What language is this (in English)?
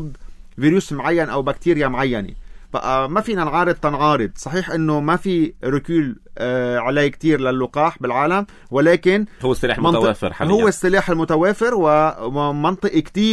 North Levantine Arabic